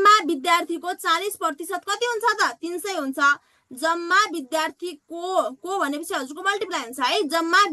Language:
Nepali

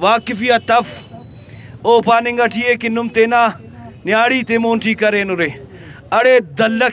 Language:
Brahui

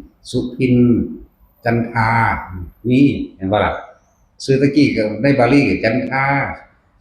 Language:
Northeastern Thai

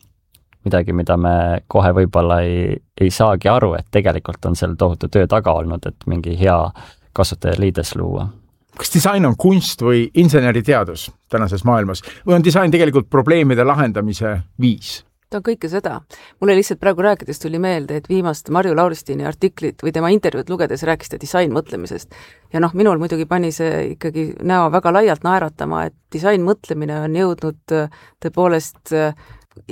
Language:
Estonian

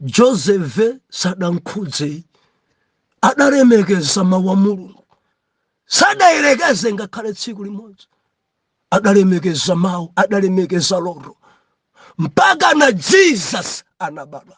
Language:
Nyanja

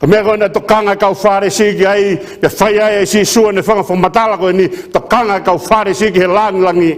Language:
Tongan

